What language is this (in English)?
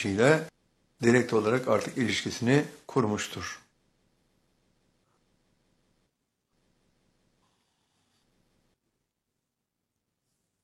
Turkish